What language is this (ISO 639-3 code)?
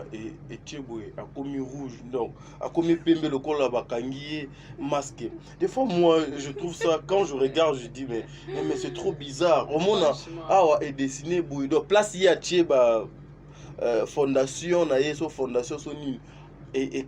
lin